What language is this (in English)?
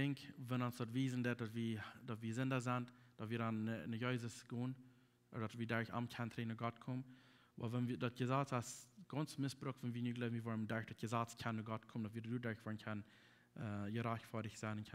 Plautdietsch